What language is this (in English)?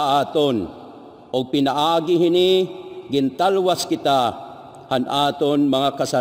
Waray